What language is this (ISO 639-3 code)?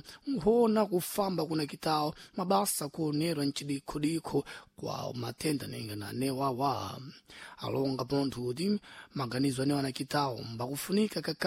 seh